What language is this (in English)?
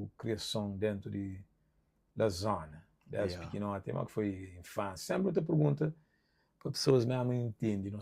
Kabuverdianu